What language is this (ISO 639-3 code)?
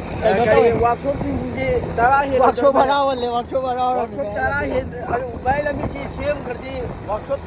mni